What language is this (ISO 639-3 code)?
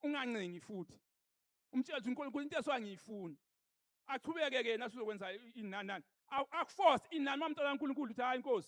zul